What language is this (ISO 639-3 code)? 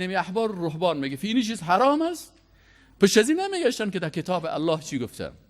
fas